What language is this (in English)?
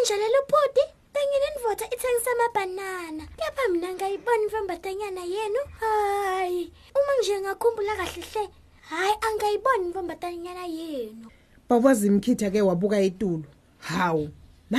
Swati